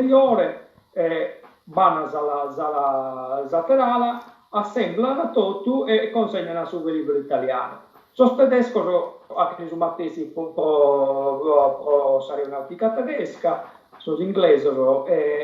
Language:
Sardinian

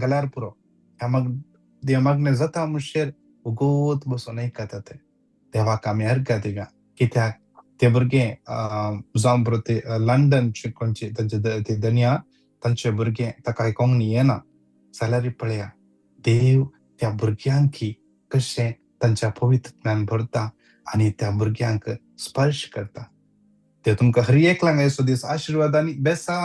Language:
Konkani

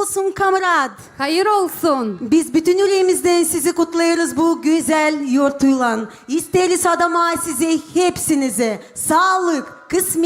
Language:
Gagauz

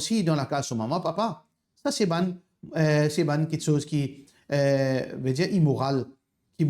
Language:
Morisyen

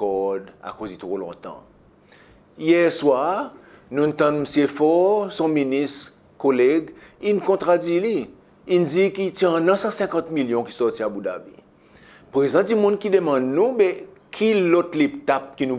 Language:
Seselwa Creole French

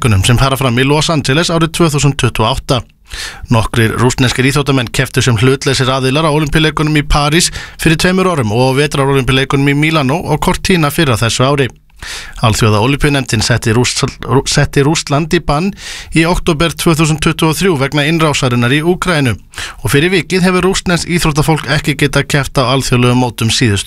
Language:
Icelandic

